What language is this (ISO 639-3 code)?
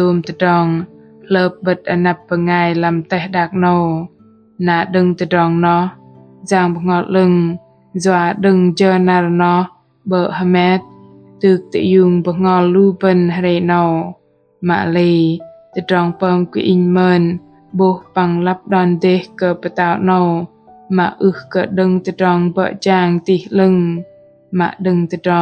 bdq